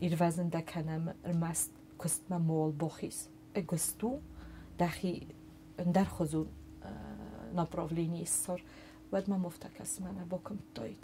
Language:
Ossetic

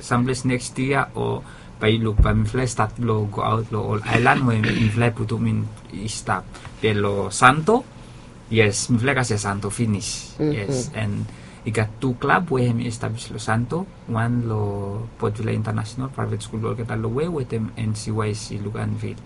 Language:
Bislama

